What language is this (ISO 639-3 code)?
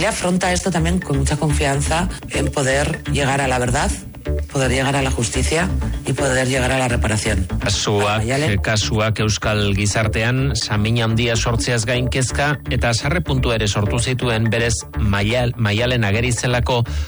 eus